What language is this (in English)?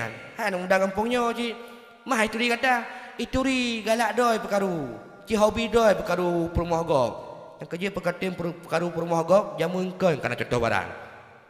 Achinese